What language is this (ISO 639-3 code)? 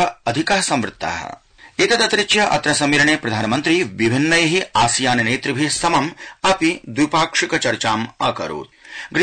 san